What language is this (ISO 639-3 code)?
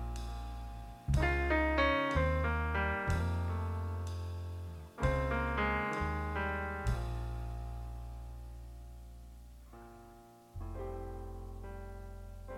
eus